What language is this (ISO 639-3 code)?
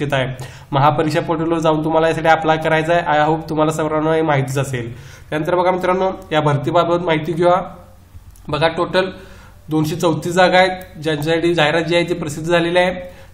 mar